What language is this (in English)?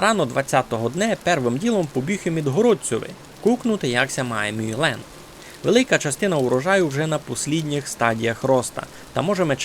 Rusyn